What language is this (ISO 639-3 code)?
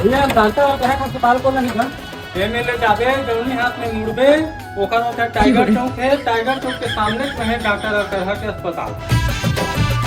hne